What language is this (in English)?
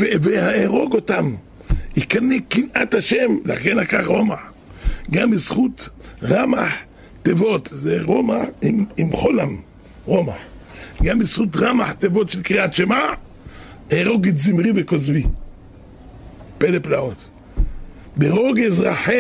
Hebrew